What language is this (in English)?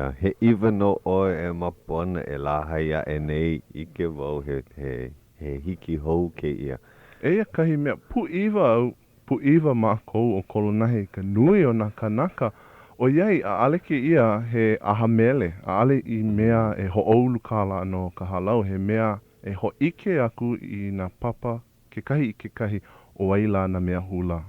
Hawaiian